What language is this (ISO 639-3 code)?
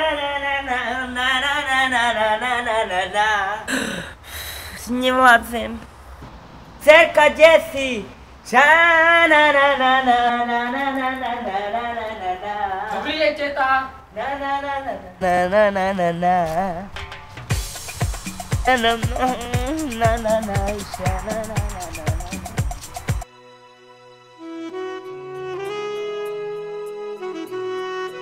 slk